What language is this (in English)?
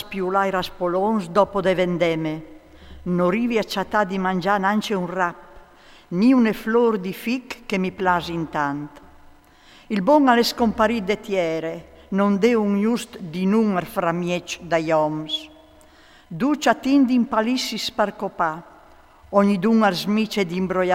Friulian